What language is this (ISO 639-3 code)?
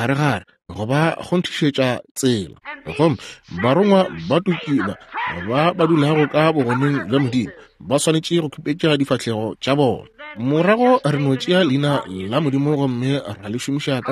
nso